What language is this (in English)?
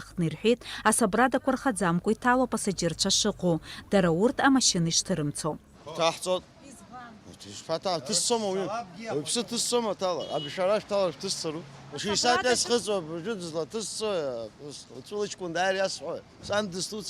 Abkhazian